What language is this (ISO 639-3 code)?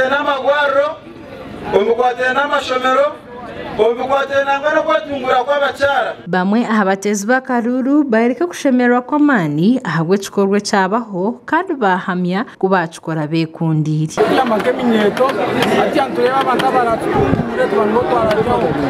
nyn